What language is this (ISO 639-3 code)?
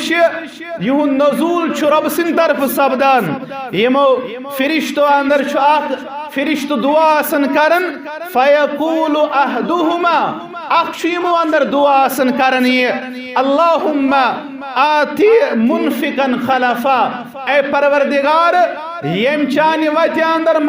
kas